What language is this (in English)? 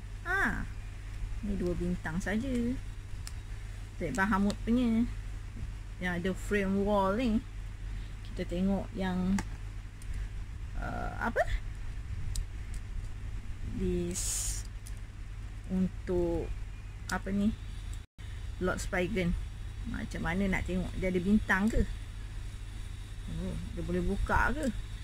Malay